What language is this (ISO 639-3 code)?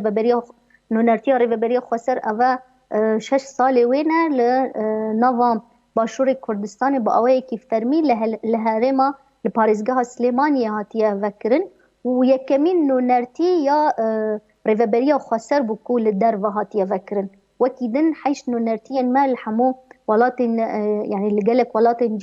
kur